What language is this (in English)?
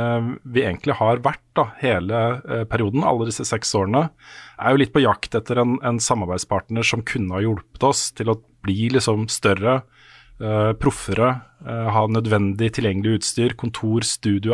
Norwegian